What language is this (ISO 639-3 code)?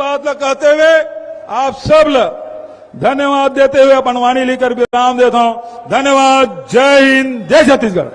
hne